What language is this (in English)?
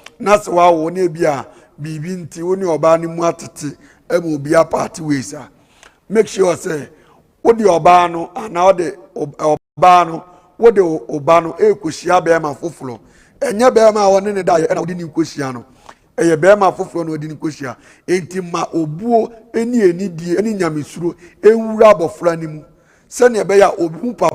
Akan